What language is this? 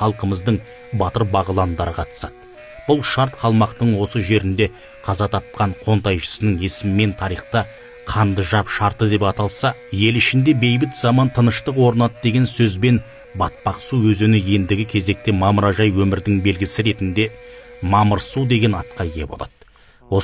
Kazakh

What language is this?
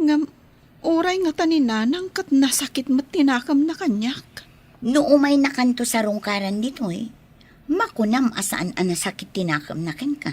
Iloko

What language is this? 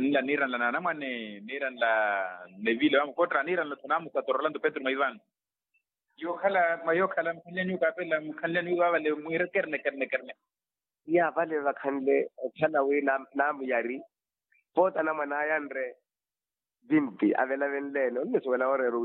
Makhuwa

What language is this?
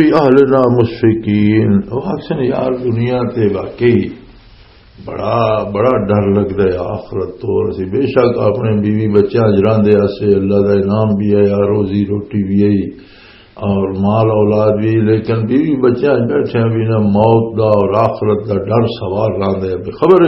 Western Panjabi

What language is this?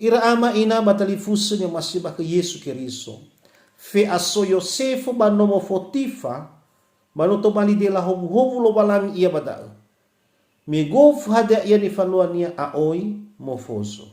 Nias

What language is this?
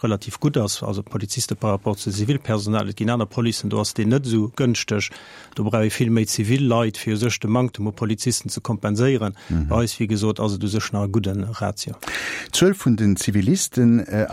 Luxembourgish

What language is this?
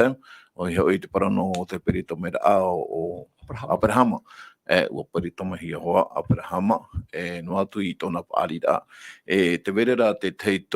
Tahitian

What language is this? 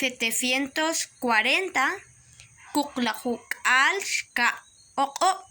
Kekchí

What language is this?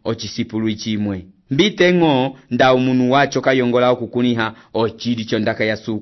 Umbundu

